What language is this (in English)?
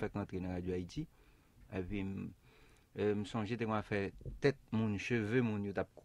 Haitian Creole